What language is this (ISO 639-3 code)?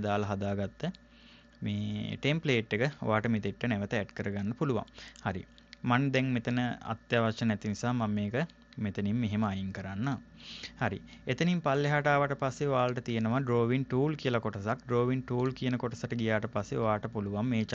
sin